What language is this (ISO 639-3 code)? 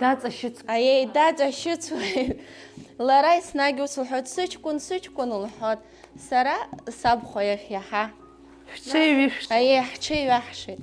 abk